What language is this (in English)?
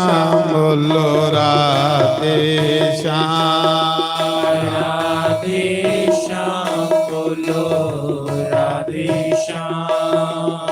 Dogri